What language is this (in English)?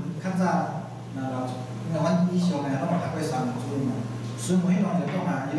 Min Nan Chinese